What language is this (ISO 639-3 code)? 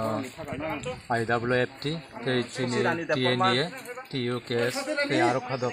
trp